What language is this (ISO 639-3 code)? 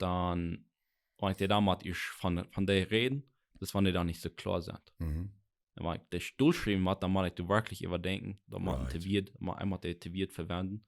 pdt